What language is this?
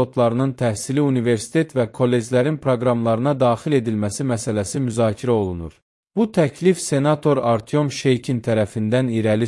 Azerbaijani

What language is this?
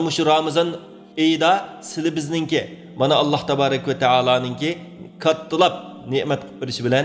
Uyghur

